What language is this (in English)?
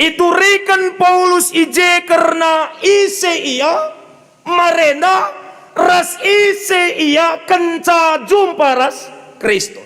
Batak Karo